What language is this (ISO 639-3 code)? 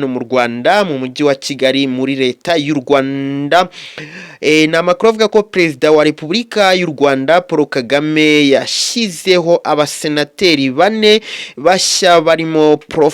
kin